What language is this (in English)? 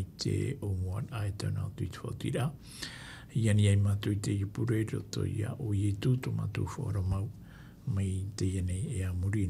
Tahitian